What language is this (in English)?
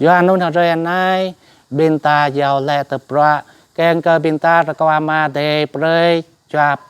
Jarai